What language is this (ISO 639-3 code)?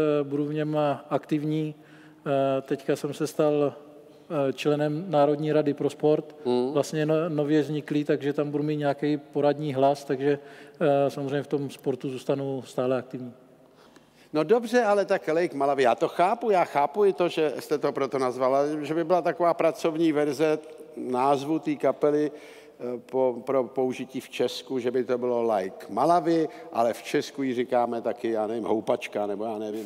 ces